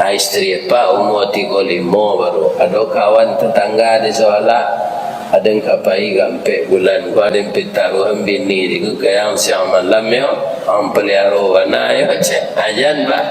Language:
Minangkabau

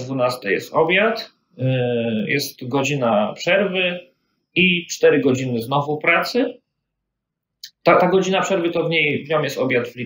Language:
Polish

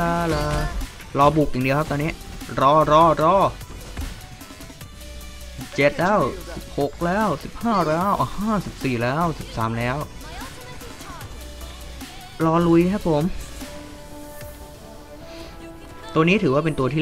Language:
Thai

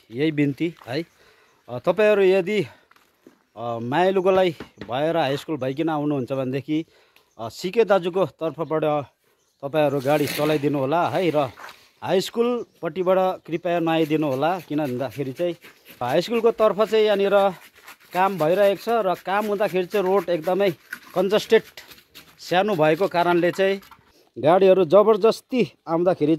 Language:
Nepali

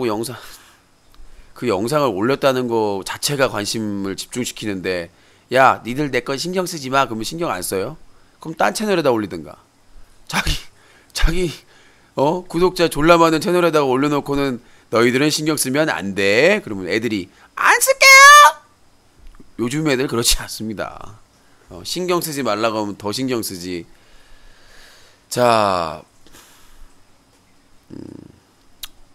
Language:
Korean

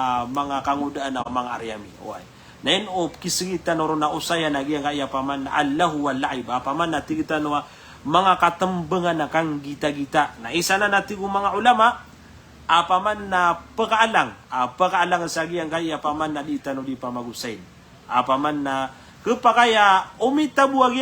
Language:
Maranao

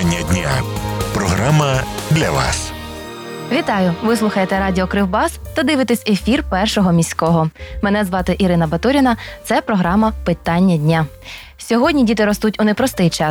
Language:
Ukrainian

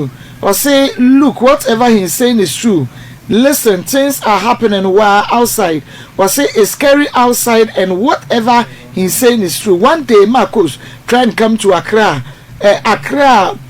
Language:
Akan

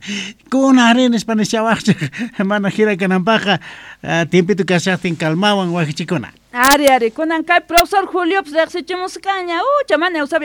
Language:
South Bolivian Quechua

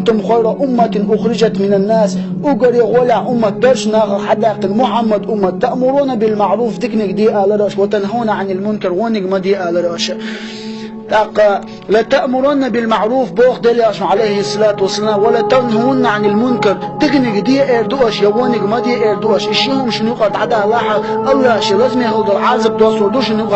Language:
Chechen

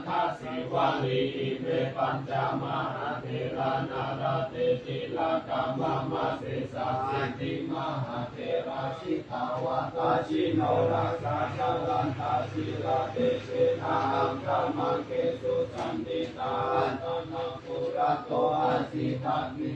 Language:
Pali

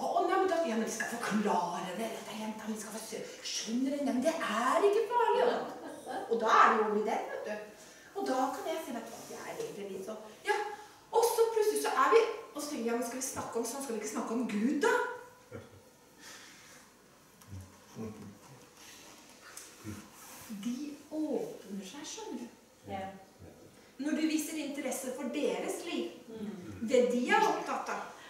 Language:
Norwegian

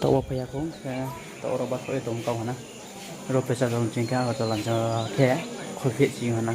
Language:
Riang (India)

